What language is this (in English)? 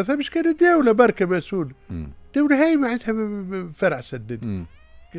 Tunisian Arabic